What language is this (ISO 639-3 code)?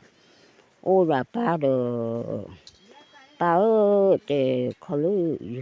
ksw